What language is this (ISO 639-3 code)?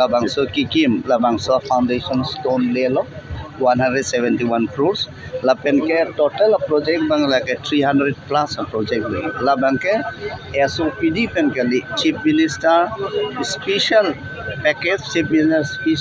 mjw